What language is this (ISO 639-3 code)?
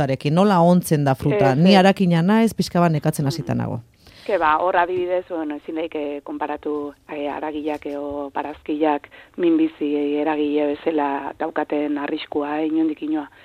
eus